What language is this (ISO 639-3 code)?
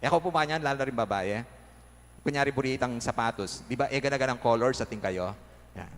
pam